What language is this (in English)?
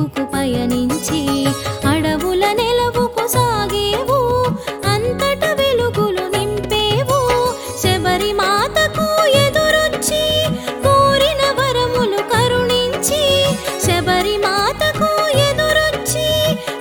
Telugu